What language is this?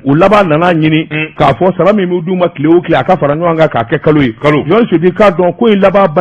Bambara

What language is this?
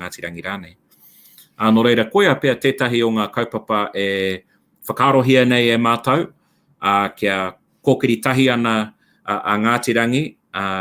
Māori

